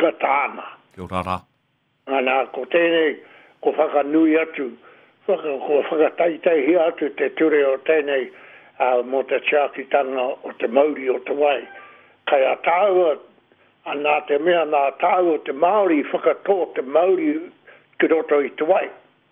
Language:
Māori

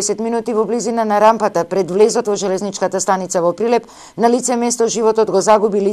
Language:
Macedonian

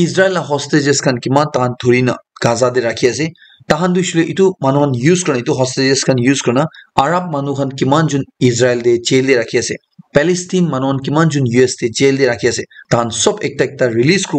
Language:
Naga Pidgin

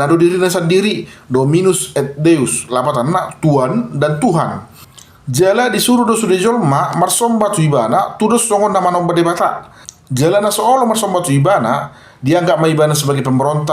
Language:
Batak Toba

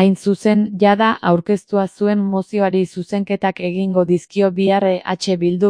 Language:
Basque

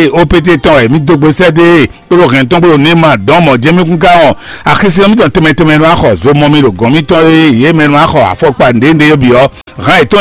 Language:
Fon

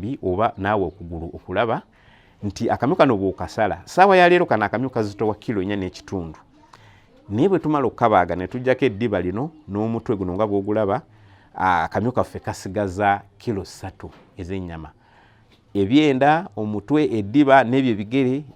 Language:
Ganda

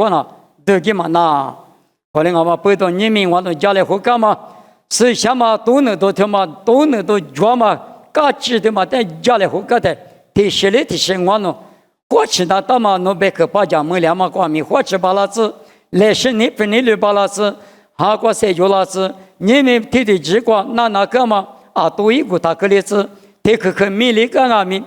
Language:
Lisu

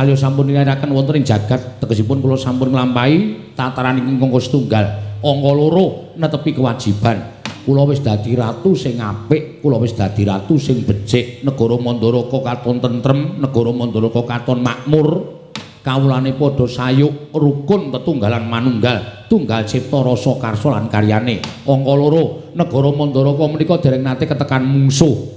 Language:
Javanese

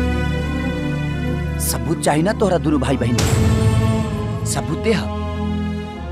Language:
Bhojpuri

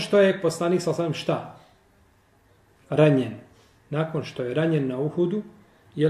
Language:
Bosnian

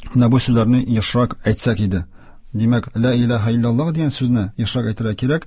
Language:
Tatar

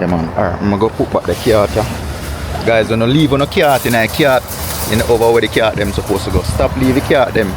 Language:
Jamaican Creole English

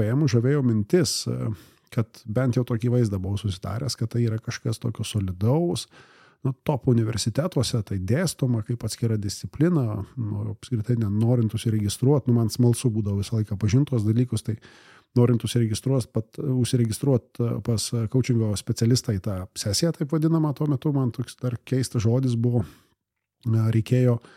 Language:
Lithuanian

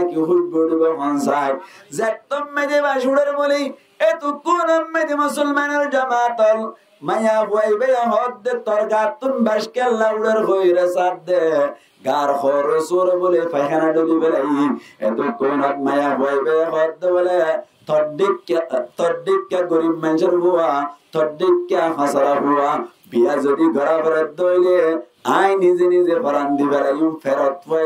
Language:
Rohingya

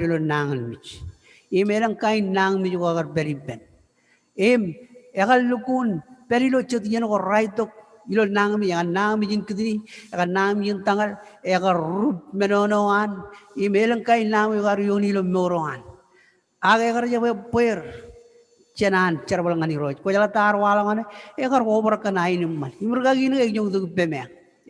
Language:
Marshallese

